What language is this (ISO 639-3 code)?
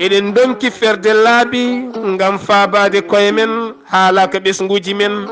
ful